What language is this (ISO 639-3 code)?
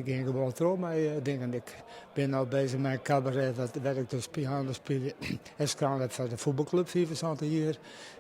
fry